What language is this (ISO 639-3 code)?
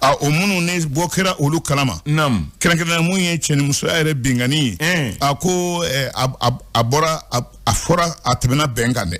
bam